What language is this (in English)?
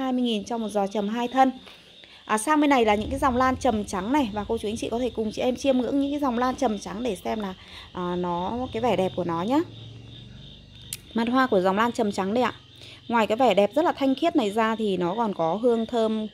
Vietnamese